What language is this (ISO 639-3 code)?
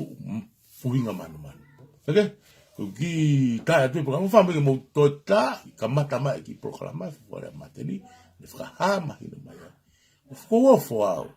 ton